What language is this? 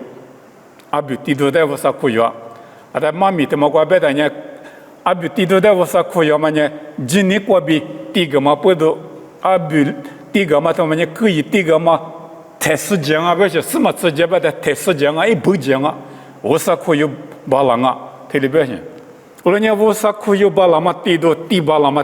Lisu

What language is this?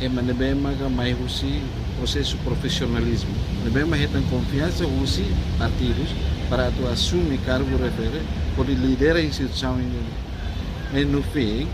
Tetum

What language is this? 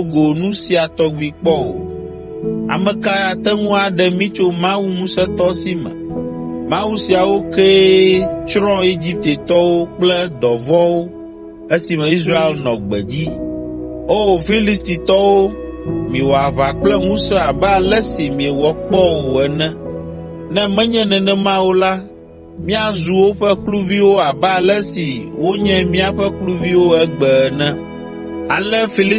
Ewe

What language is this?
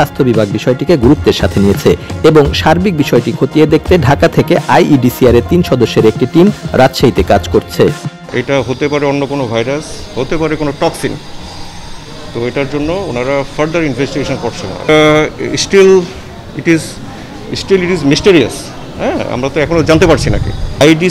Bangla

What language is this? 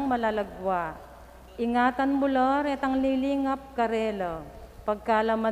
Pampanga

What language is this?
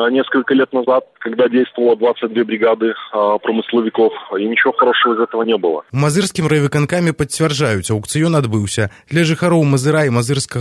Belarusian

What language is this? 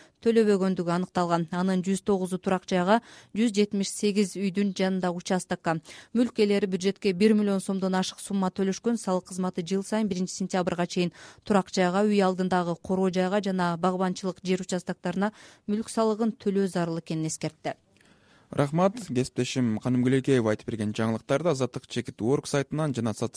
Kyrgyz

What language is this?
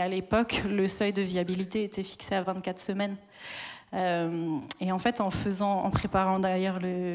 French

